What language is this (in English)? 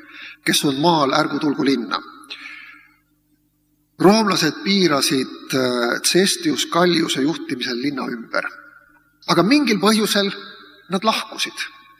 Estonian